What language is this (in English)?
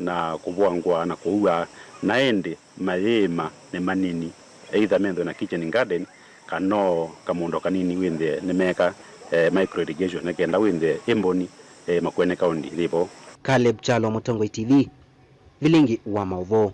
Kamba